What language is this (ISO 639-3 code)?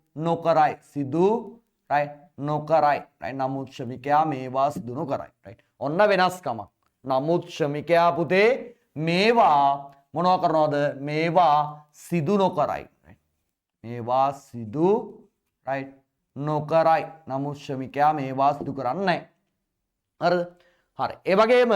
sin